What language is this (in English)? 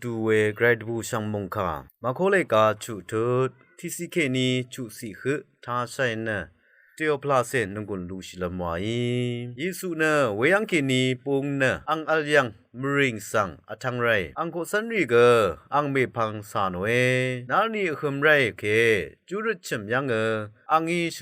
Rawang